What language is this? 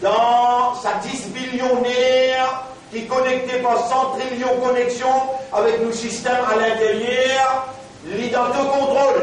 Morisyen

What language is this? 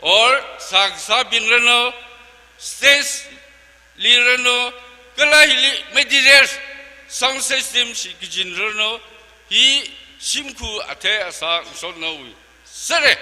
Tangkhul Naga (India)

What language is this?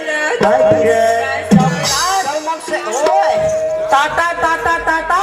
Chhattisgarhi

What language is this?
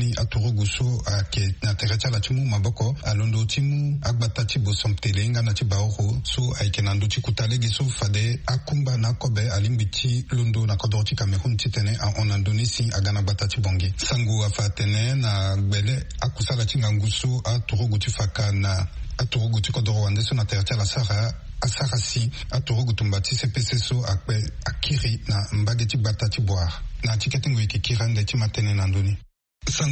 Sango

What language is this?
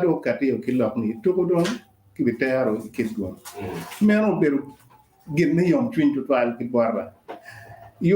Acoli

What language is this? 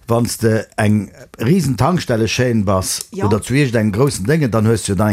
Luxembourgish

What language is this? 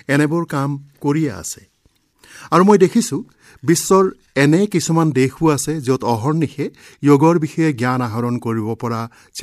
Assamese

